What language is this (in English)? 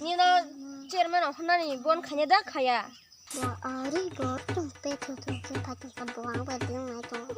Kok Borok